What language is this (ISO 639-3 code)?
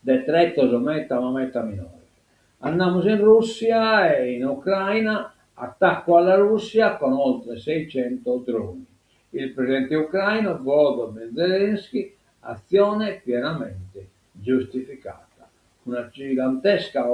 srd